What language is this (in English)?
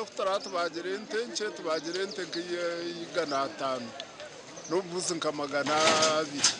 Nyankole